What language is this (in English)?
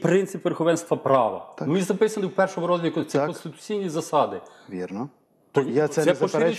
Ukrainian